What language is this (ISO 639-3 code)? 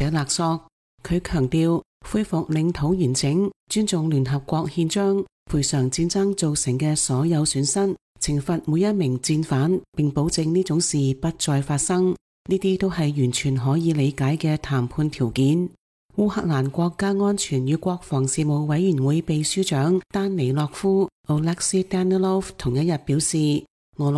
yue